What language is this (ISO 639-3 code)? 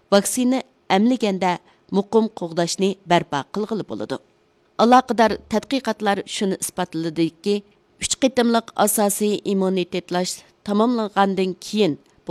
uig